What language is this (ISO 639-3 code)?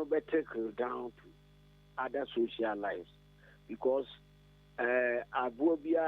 aka